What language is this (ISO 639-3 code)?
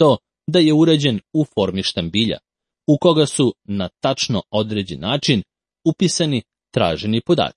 srp